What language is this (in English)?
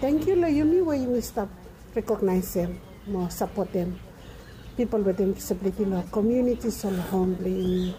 Bislama